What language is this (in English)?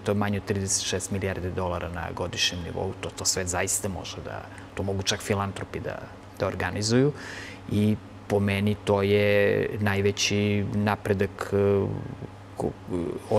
Serbian